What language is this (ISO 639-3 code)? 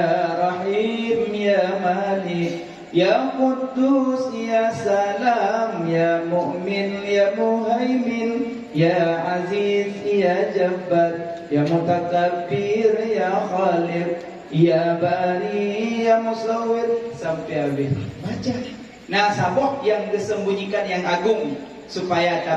ace